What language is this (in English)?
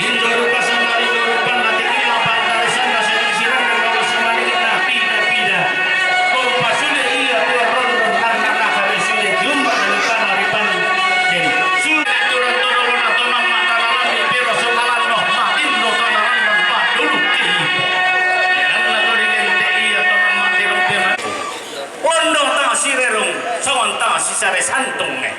Toraja-Sa'dan